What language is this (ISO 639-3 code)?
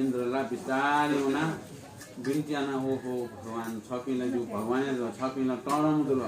new